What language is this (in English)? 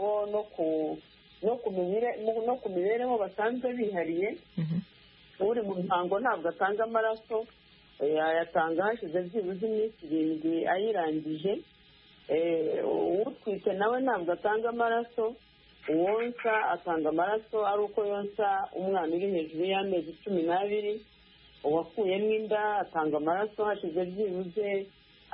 Kinyarwanda